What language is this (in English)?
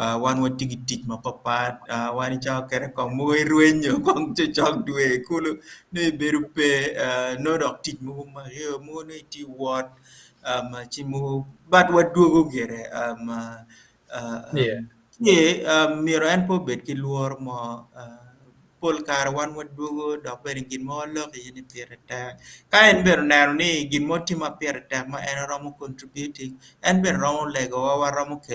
Acoli